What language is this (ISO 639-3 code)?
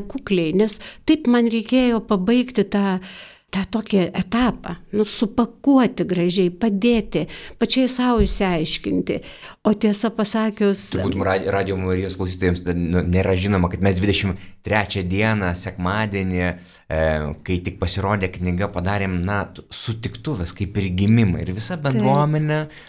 lit